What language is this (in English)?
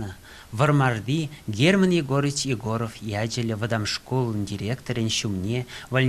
Chuvash